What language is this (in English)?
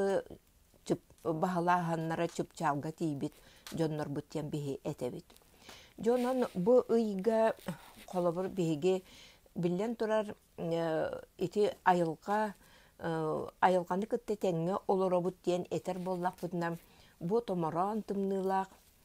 Yakut